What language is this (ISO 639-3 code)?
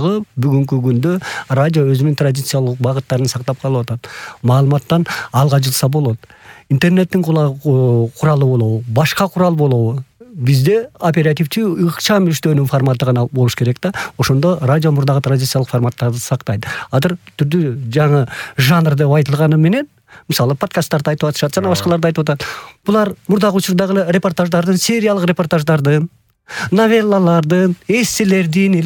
kir